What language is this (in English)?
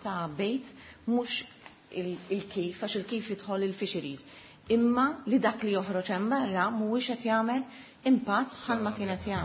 Maltese